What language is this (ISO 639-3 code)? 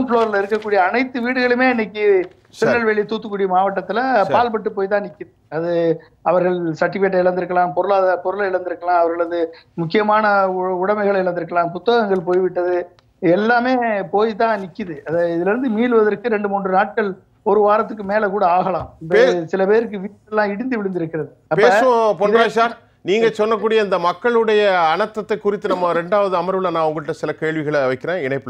tam